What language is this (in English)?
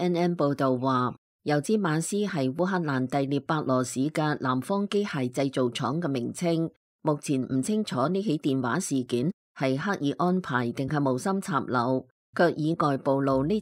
Cantonese